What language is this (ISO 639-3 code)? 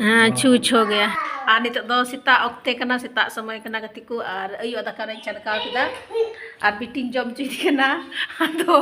sat